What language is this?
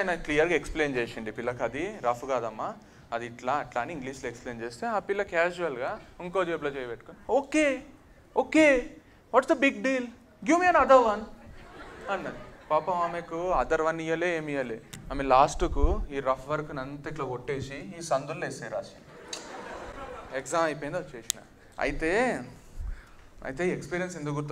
Telugu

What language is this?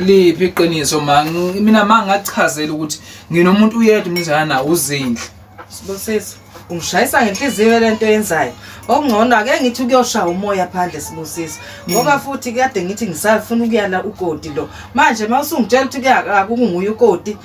Zulu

